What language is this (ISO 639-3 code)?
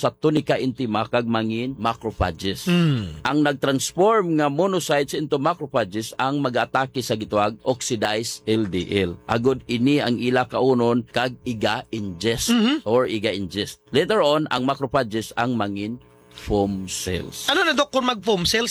hil